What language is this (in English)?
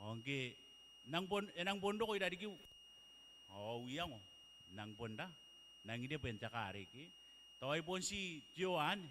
Gilbertese